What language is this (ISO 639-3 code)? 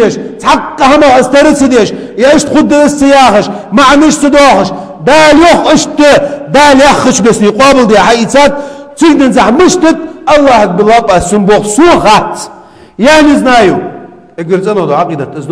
inh